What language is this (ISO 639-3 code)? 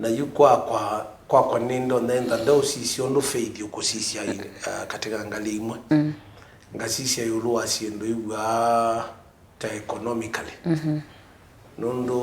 kam